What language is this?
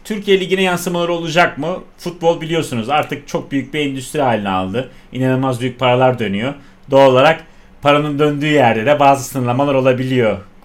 Turkish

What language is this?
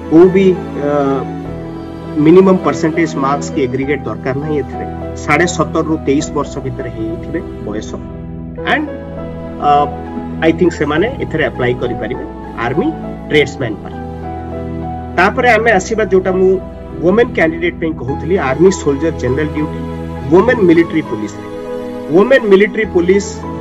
Odia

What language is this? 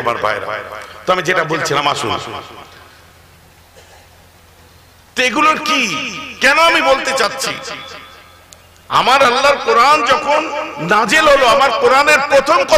Bangla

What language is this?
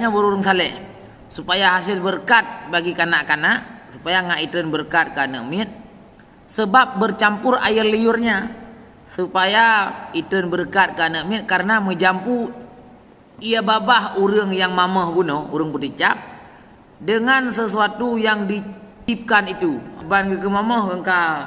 Achinese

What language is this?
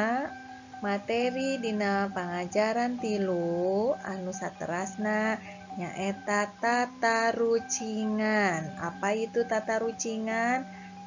Sundanese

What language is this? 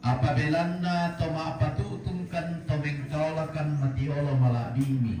Toraja-Sa'dan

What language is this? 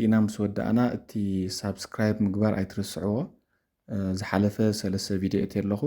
Tigrinya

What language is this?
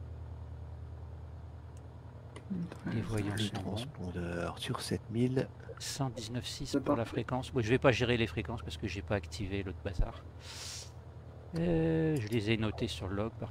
French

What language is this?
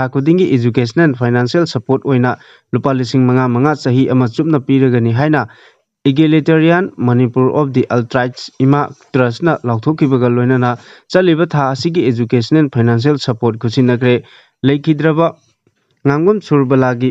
Manipuri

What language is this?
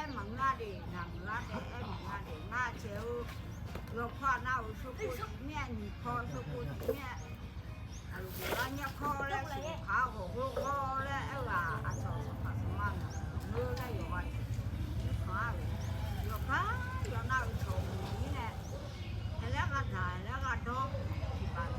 Akha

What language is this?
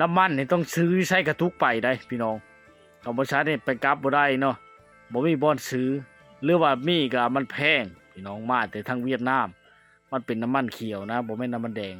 Lao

